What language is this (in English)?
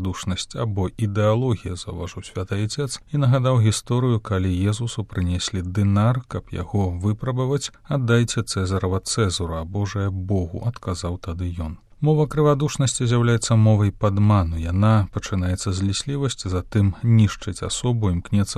Belarusian